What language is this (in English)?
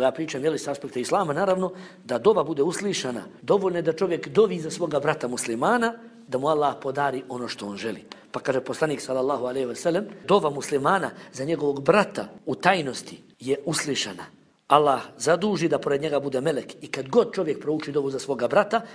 Bosnian